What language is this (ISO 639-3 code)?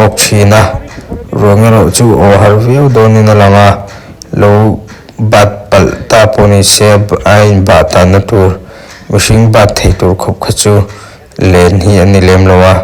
lus